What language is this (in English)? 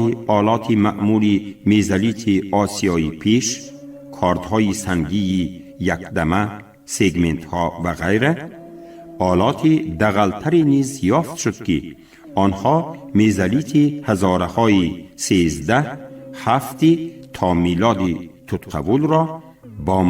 Tajik